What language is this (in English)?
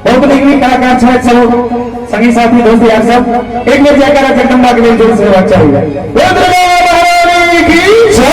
Maithili